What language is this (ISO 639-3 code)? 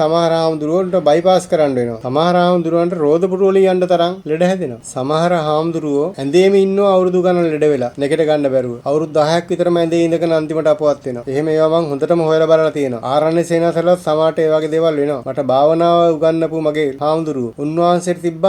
sin